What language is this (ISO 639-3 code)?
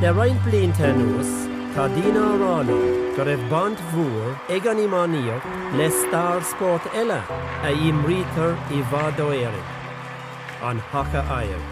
gle